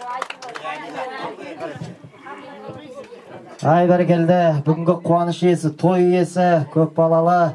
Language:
Kazakh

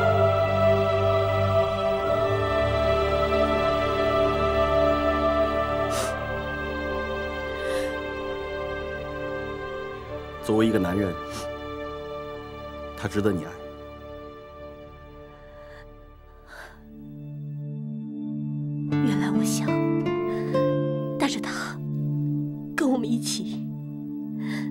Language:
Chinese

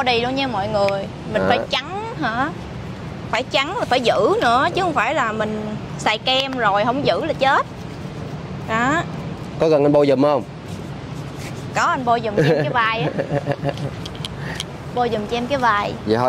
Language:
Vietnamese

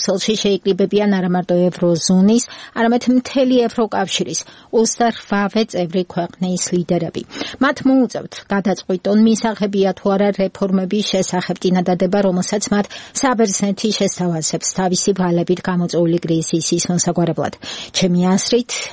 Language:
Georgian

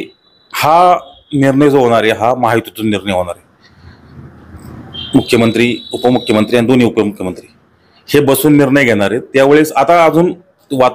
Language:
Marathi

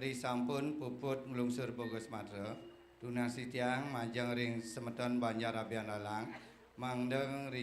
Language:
Balinese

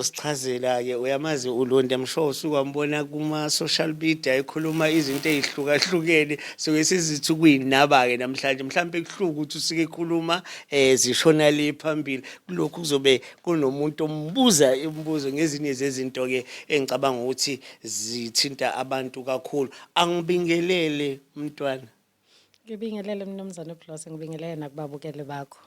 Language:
Zulu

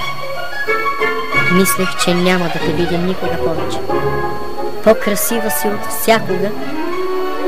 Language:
Bulgarian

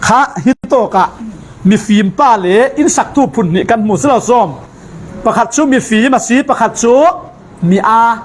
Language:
Falam Chin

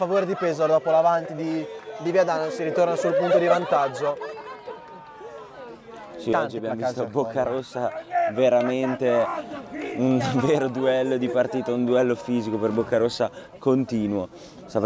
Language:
Italian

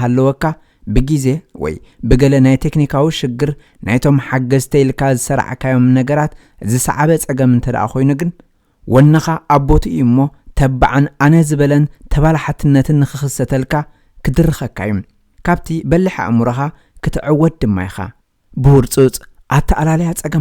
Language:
Tigrinya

